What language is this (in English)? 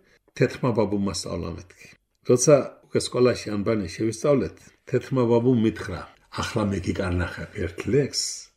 Georgian